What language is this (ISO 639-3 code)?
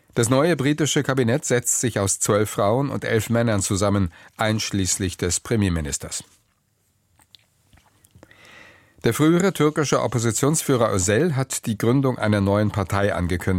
deu